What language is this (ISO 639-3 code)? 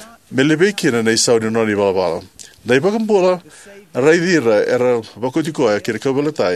fij